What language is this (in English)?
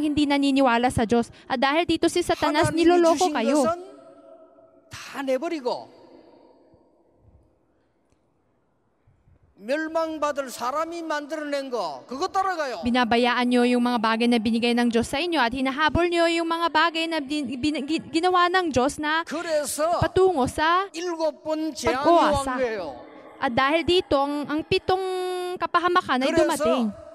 Filipino